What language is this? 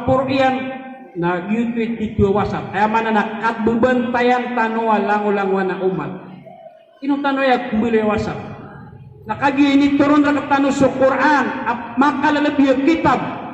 Maranao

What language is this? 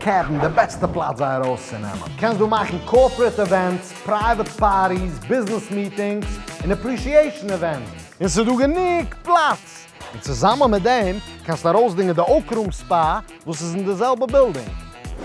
Yiddish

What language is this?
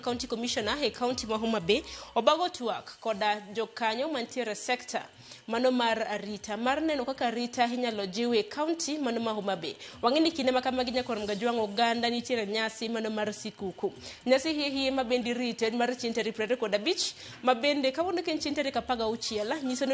Luo (Kenya and Tanzania)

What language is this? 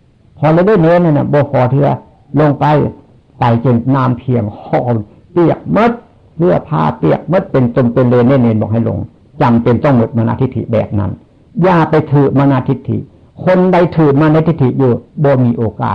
Northeastern Thai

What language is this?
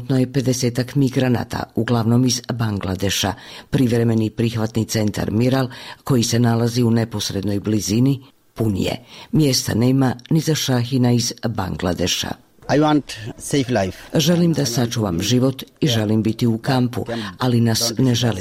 Serbian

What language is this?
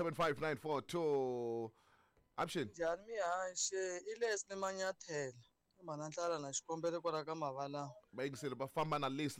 Tsonga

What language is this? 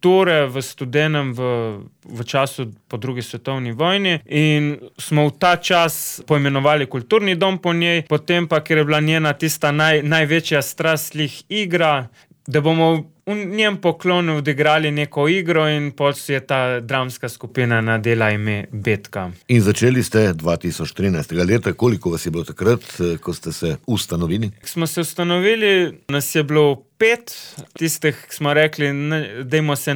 Slovenian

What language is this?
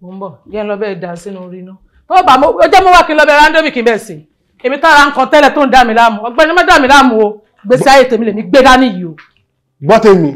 Yoruba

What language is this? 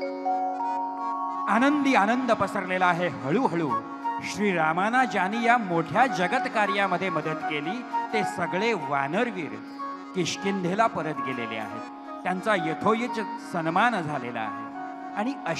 Marathi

